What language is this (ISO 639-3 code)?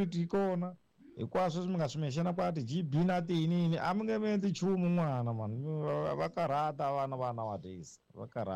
tso